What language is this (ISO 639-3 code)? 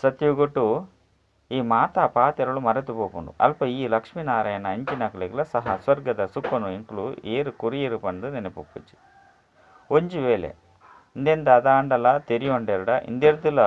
tcy